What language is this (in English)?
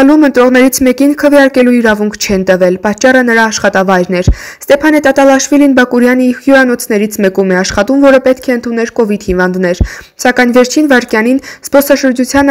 Armenian